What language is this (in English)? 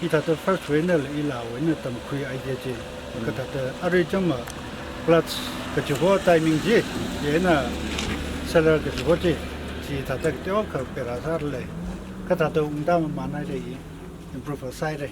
Tangkhul Naga (India)